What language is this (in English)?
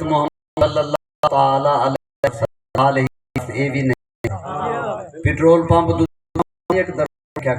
Saraiki